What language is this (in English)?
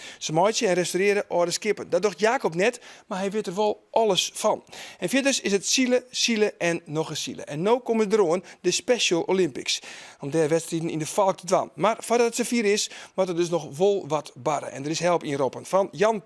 Western Frisian